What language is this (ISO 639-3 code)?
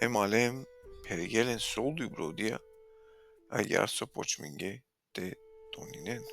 rmn